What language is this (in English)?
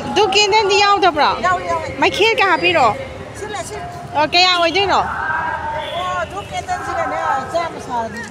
Manipuri